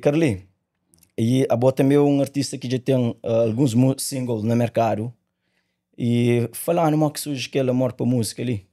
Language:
Kabuverdianu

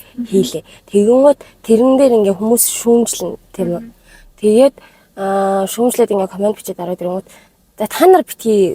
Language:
Mongolian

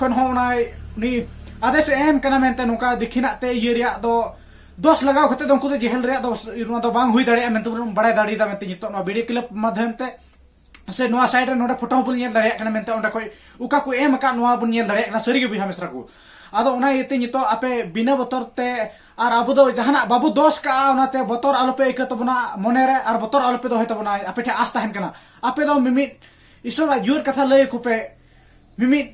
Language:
Santali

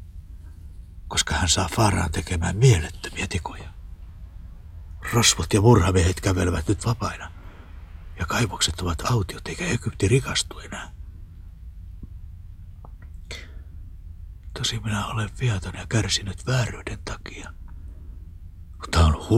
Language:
Finnish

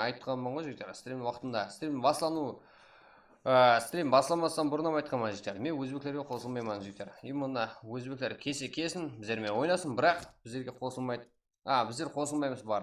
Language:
Kara-Kalpak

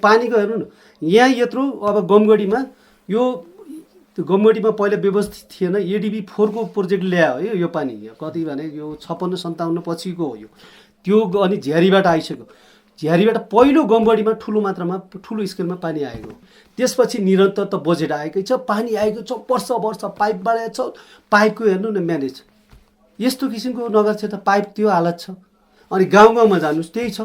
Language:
Nepali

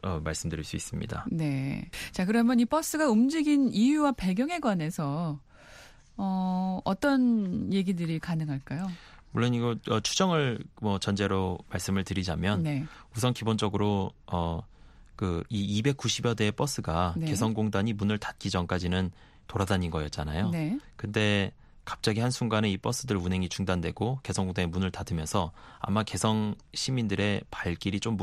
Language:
Korean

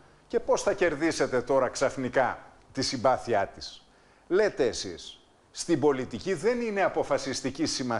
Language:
Greek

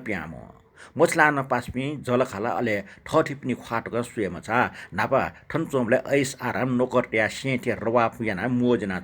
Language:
Newari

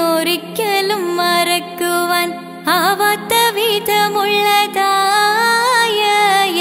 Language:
Malayalam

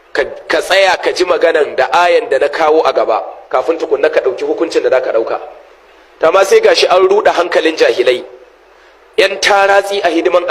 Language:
Hausa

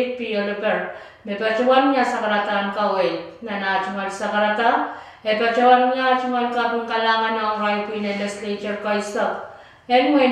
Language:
Pohnpeian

